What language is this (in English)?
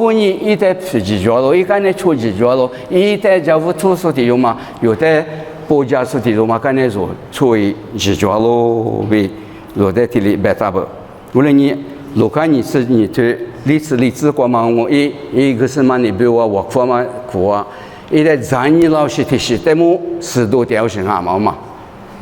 Lisu